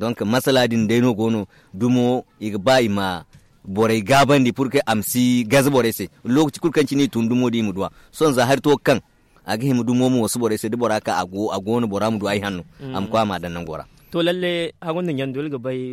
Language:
Zarma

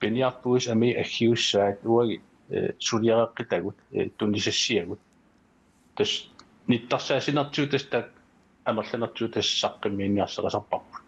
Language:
Kalaallisut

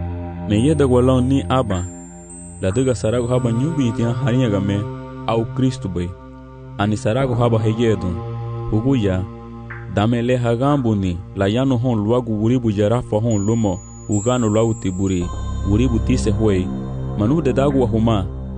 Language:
Garifuna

